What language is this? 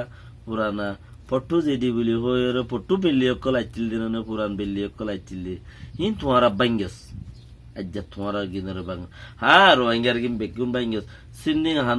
Rohingya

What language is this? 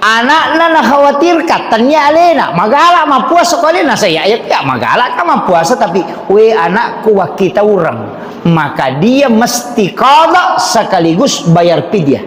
Buginese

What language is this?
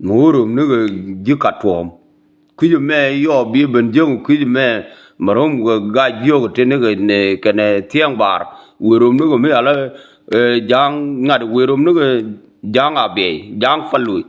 Nuer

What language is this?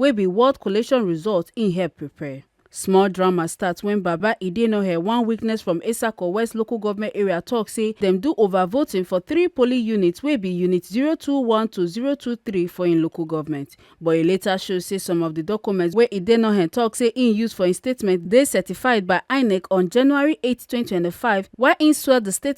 Nigerian Pidgin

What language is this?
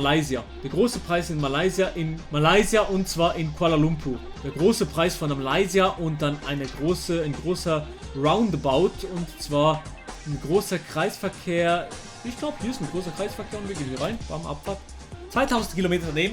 Swiss German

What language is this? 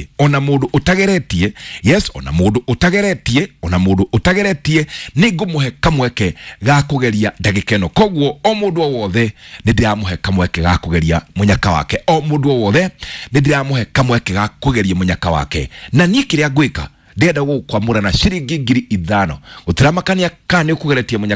Kikuyu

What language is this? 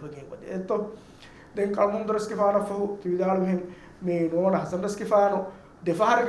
Divehi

